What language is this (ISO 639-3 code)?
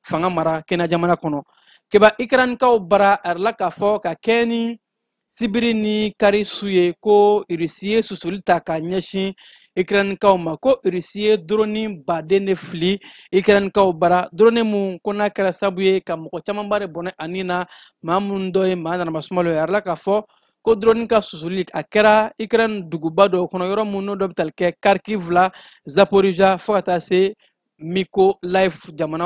bam